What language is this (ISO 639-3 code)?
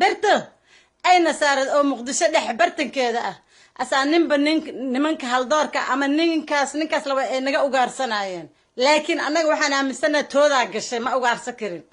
som